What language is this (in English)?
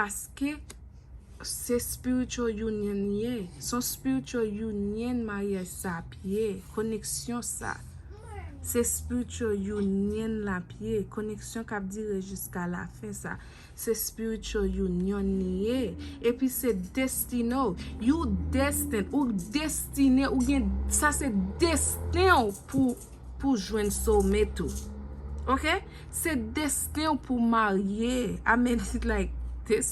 Haitian Creole